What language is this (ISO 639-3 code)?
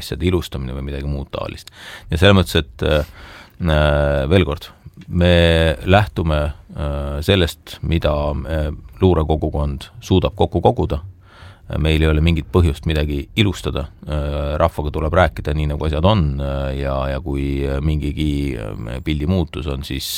est